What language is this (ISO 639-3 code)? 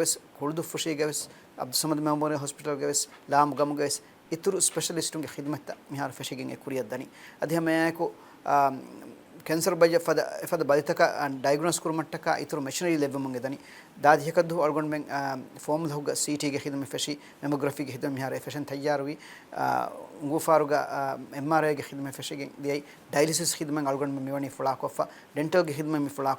div